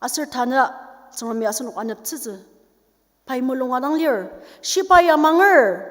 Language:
Ao Naga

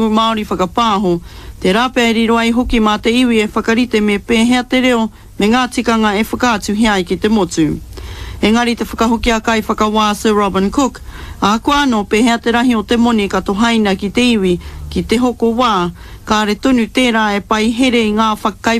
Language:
Māori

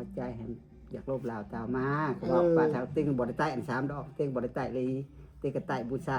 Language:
Northeastern Thai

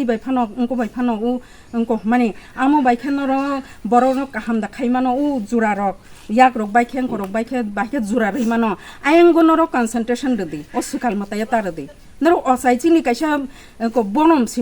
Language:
Kok Borok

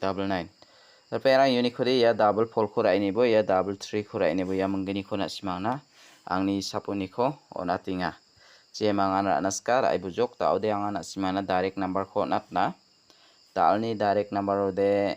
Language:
Garo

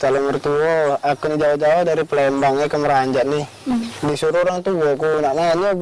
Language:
Musi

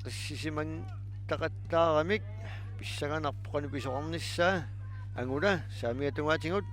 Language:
Kalaallisut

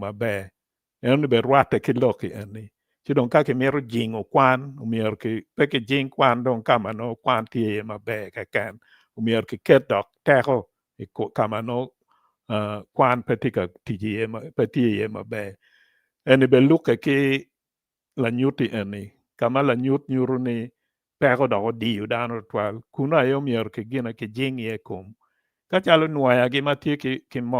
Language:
Acoli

